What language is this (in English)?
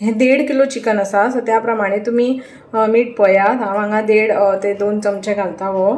Konkani